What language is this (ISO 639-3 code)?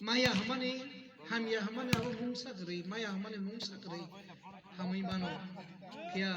trp